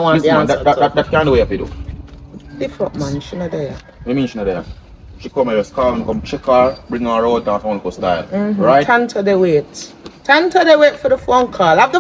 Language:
Jamaican Creole English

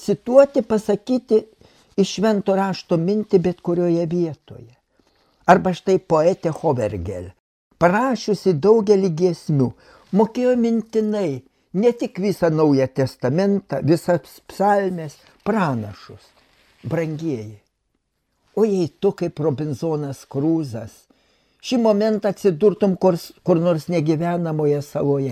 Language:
Lithuanian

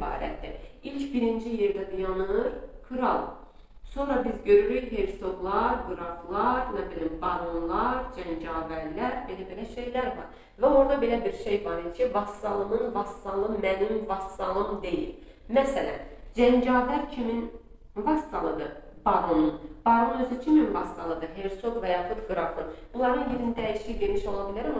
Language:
Azerbaijani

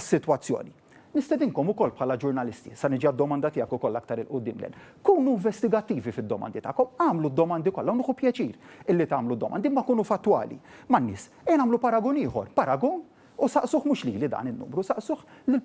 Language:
Maltese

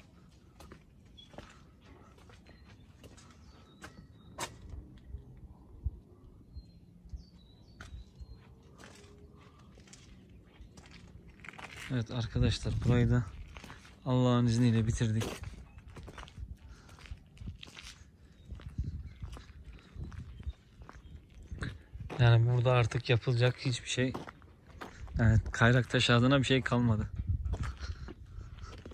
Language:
Turkish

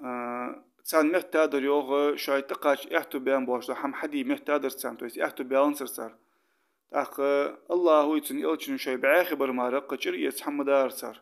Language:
Ingush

